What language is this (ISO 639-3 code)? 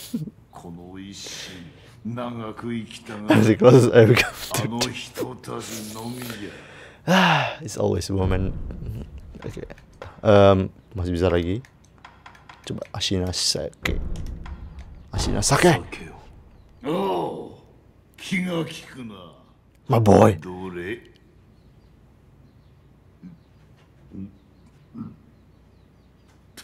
ind